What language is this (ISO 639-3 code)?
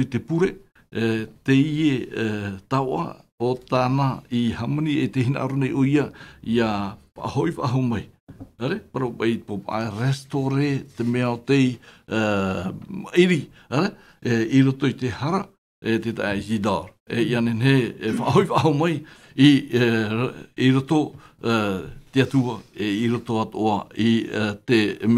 tah